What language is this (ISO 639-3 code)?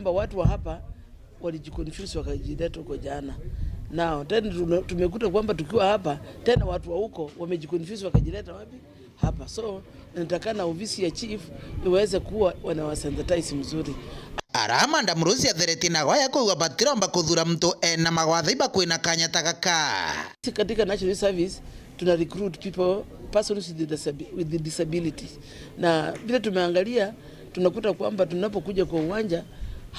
mer